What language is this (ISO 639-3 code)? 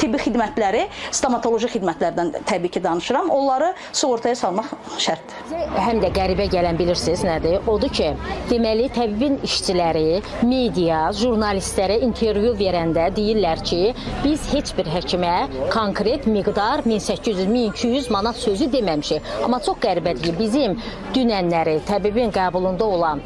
aze